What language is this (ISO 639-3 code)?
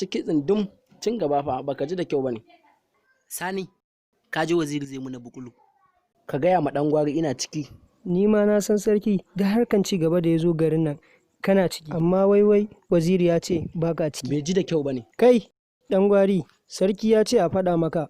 hau